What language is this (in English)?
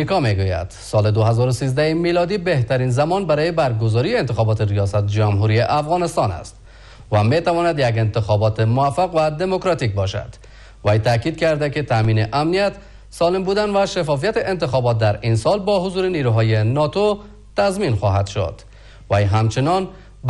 Persian